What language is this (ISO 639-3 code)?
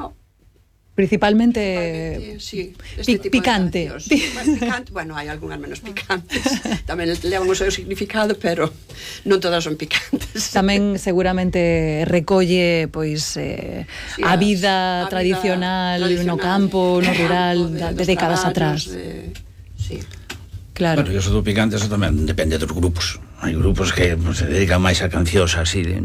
glg